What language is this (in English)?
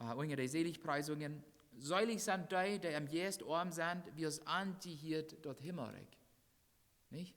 Plautdietsch